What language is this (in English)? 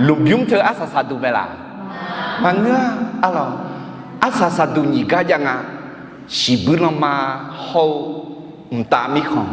Akha